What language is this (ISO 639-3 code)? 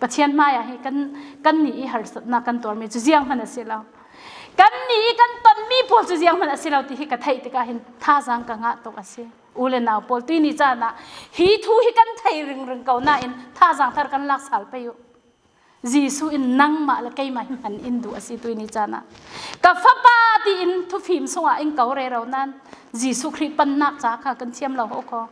cfm